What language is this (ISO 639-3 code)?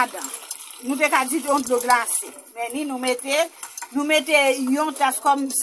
hat